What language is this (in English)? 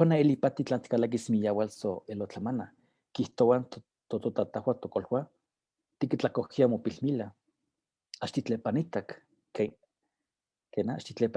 Eastern Huasteca Nahuatl